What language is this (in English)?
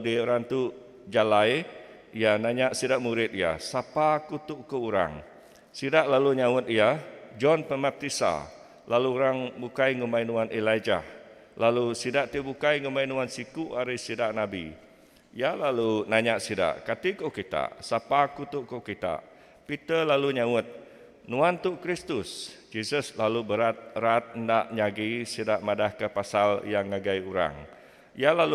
Iban